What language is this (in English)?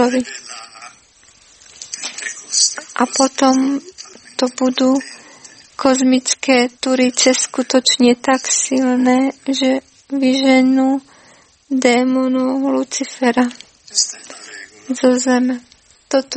Slovak